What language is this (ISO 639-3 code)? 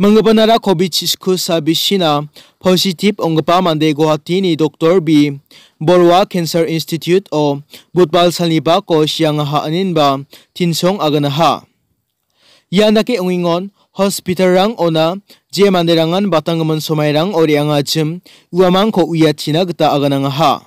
grt